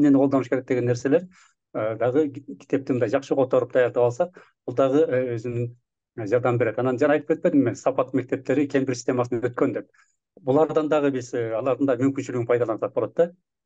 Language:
Kyrgyz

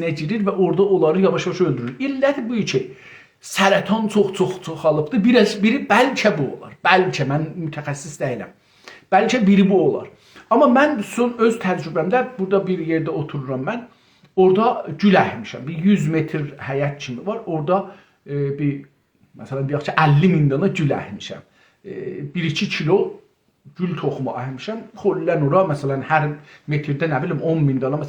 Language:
South Azerbaijani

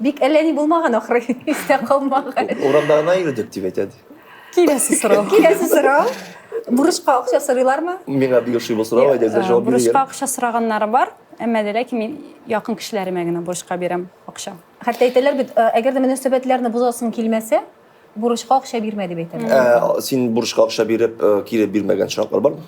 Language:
Tatar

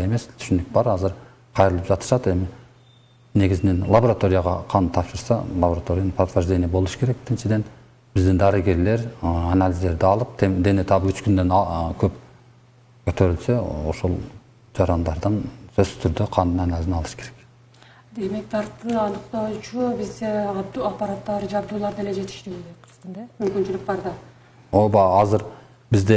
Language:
Kyrgyz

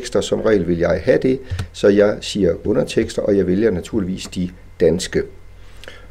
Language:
Danish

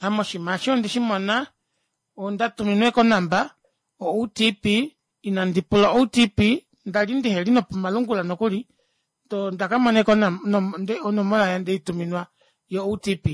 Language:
Kuanyama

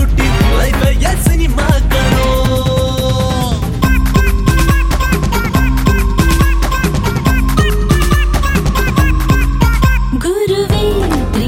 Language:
Kannada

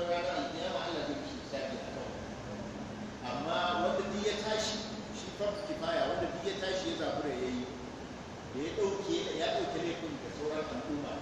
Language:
Hausa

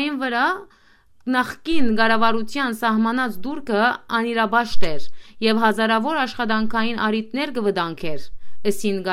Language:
Western Armenian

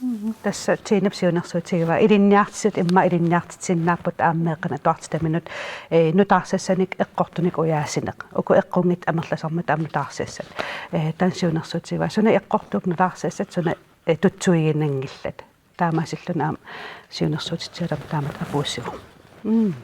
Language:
Kalaallisut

